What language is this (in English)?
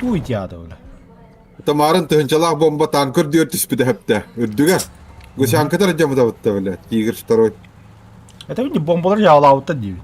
Yakut